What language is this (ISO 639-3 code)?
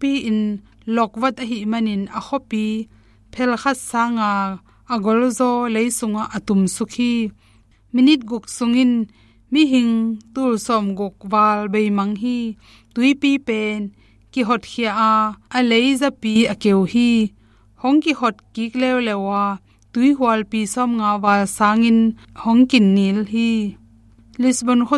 ctd